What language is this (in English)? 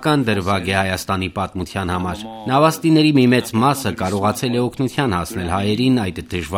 Armenian